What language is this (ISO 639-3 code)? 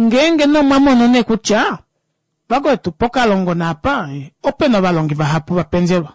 kua